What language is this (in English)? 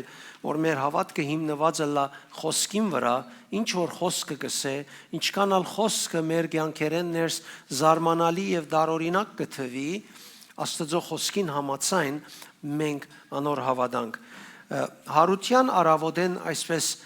Western Armenian